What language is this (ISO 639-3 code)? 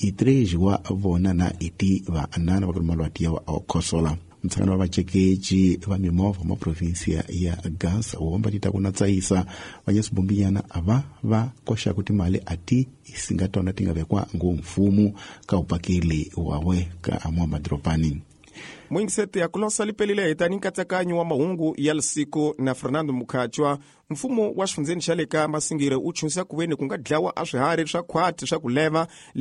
tso